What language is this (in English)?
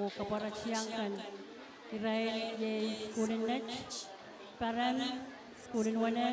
Pohnpeian